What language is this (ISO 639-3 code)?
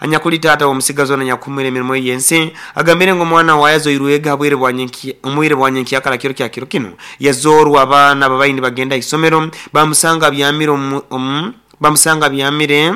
nyo